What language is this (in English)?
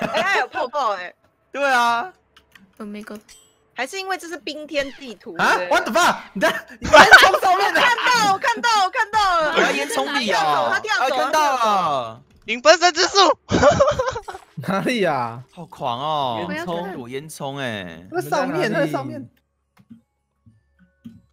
Chinese